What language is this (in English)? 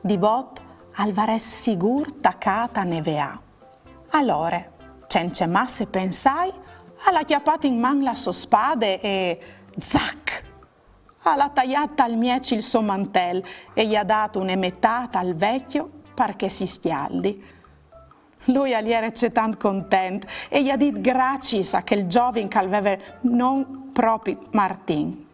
Friulian